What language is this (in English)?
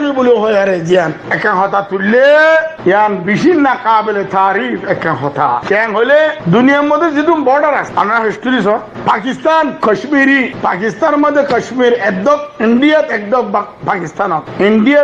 Rohingya